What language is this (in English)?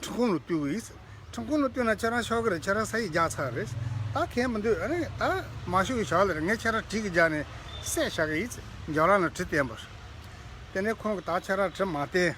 Tibetan